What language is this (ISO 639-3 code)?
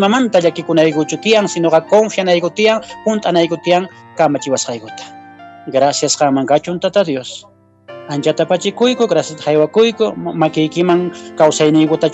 que